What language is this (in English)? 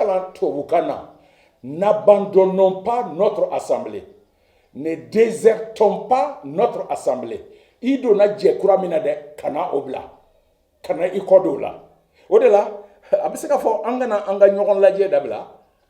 Bambara